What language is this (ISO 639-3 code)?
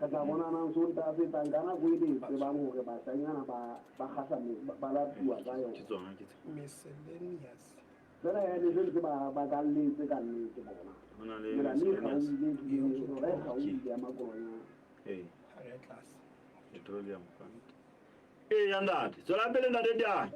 sot